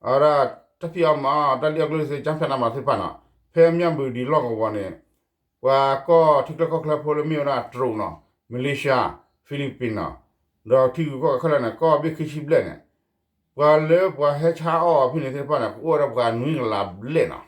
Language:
S'gaw Karen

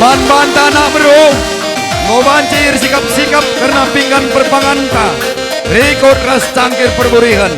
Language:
Batak Karo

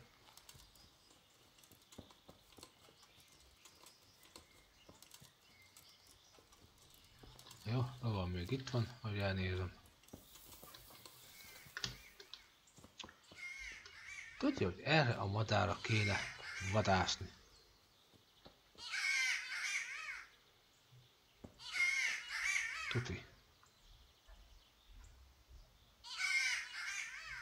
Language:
Hungarian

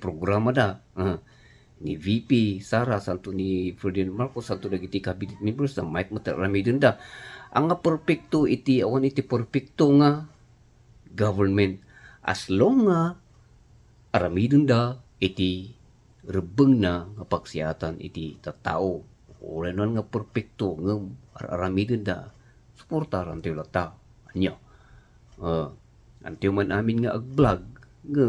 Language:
Iloko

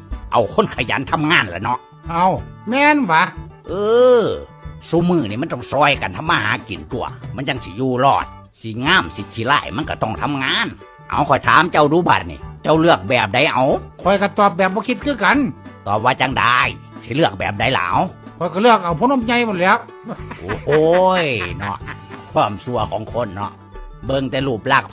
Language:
Northeastern Thai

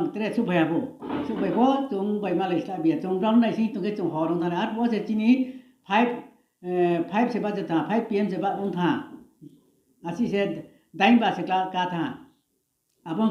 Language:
Riang (India)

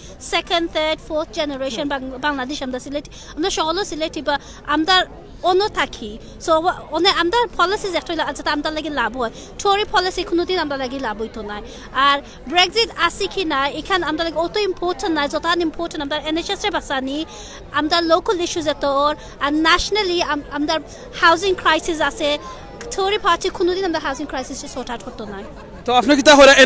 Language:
Sylheti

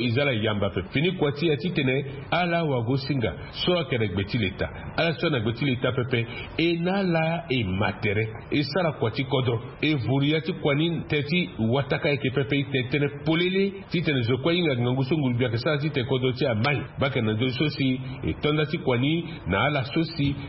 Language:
Sango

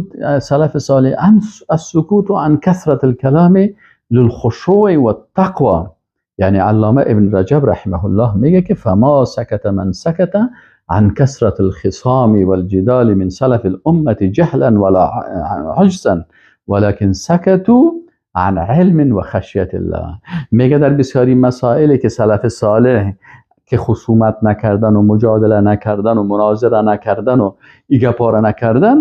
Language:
Persian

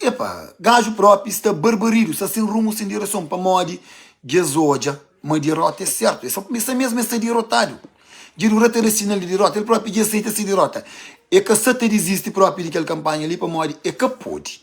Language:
Kabuverdianu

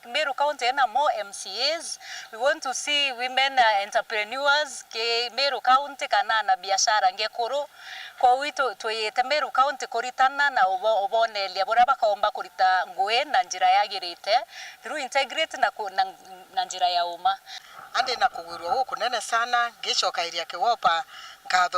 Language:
Meru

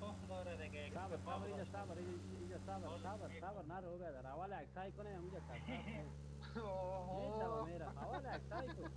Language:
Persian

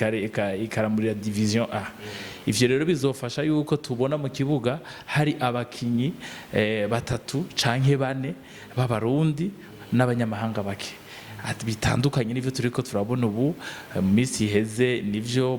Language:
Rundi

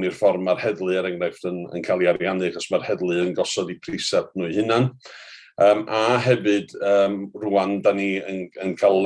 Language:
Welsh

